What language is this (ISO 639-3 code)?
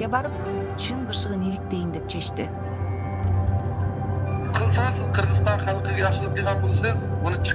kir